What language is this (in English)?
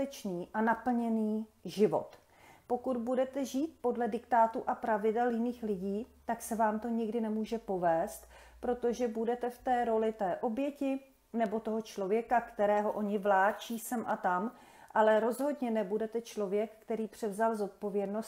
Czech